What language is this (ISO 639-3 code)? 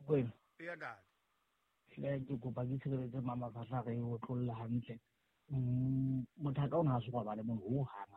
sot